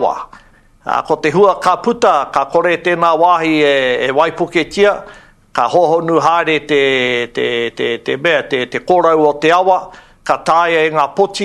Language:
Māori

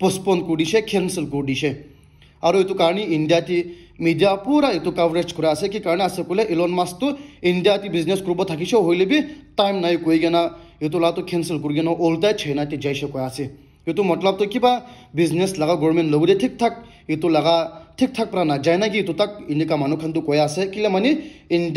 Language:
Naga Pidgin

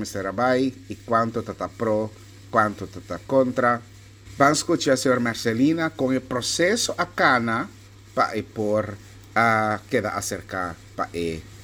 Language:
Papiamento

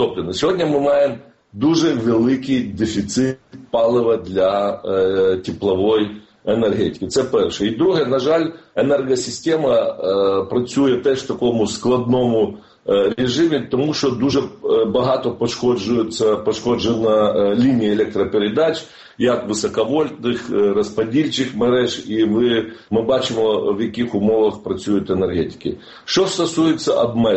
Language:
Ukrainian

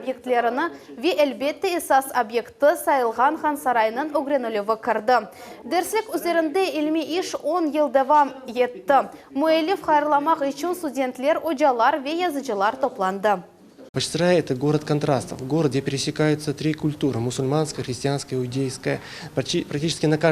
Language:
Crimean Tatar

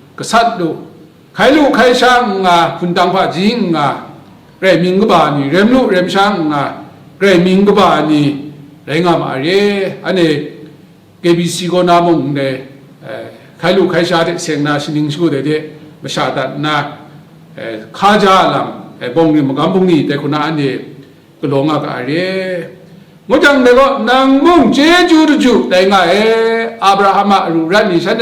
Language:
Kachin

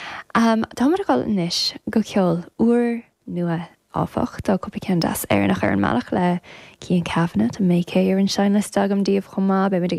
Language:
Irish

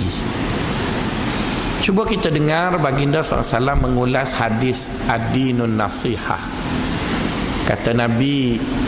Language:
Malay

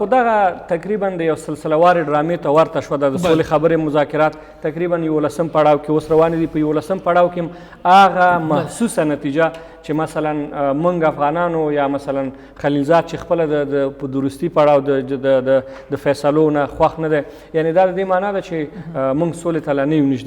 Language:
Pashto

